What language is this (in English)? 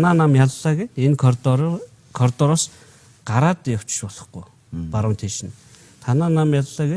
Mongolian